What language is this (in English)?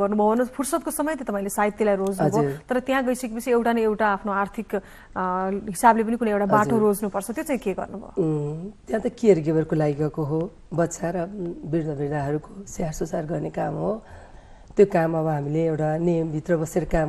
Nepali